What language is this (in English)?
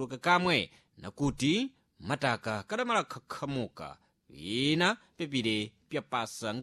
Sena